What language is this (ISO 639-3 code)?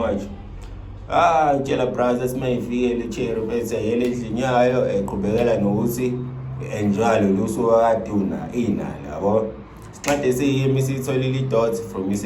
zul